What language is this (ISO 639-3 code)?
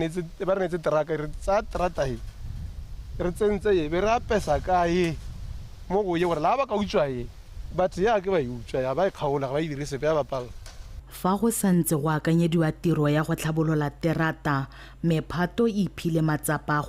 tsn